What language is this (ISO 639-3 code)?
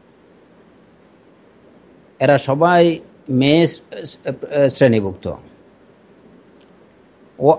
ben